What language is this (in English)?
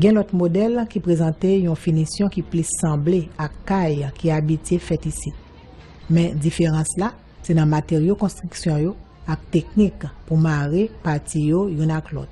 Haitian Creole